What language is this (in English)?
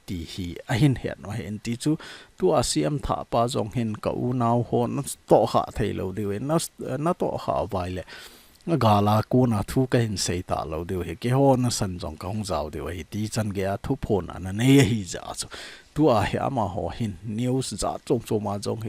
Thado Chin